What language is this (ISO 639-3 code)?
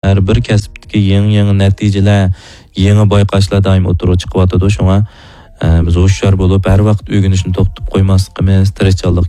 uig